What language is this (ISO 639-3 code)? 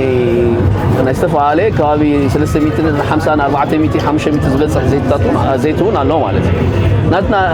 tir